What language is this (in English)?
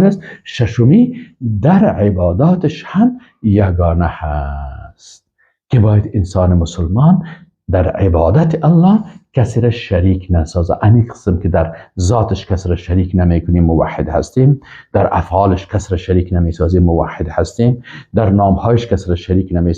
Persian